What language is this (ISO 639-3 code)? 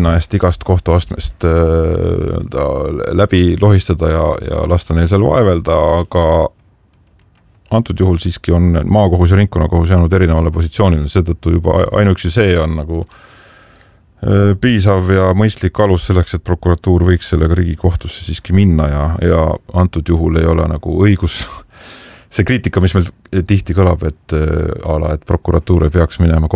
est